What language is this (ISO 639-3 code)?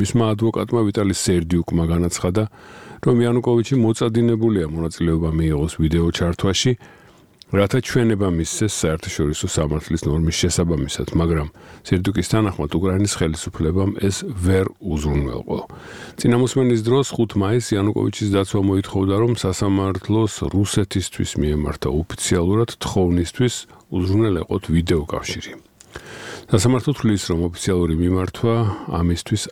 kat